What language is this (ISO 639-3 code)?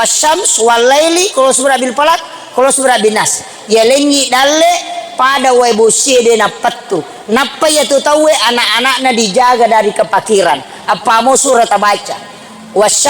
bug